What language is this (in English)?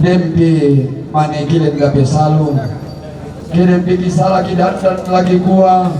Toraja-Sa'dan